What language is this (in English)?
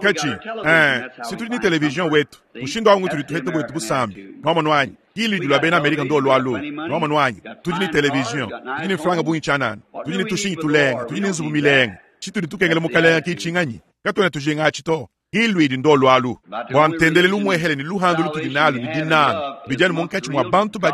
Luba-Lulua